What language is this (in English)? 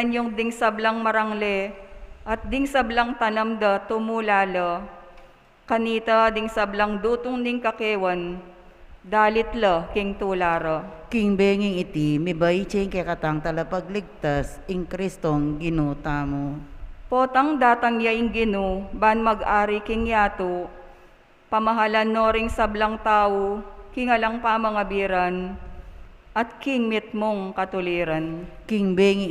Pampanga